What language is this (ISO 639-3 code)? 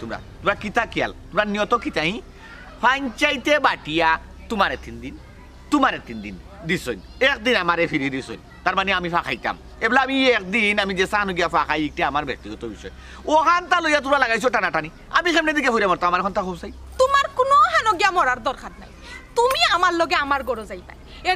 syl